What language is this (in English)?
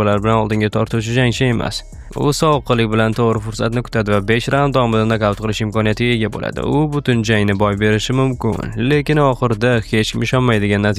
Uzbek